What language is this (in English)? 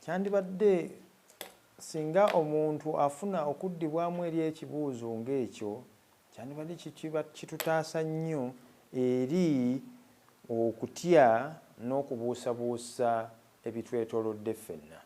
Ganda